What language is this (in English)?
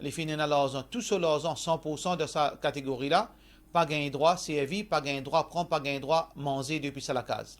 Morisyen